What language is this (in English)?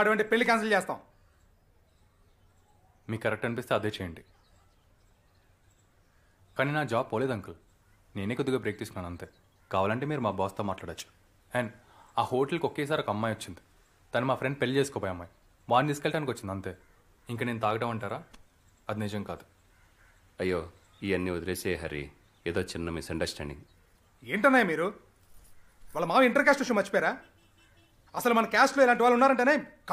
Telugu